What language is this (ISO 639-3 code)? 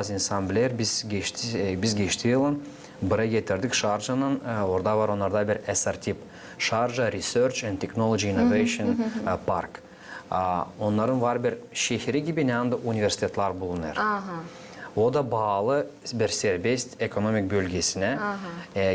gag